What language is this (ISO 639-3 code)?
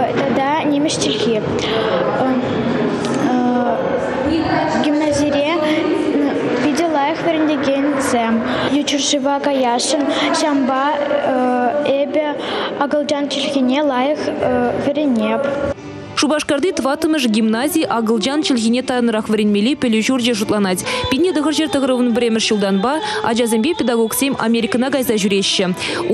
chv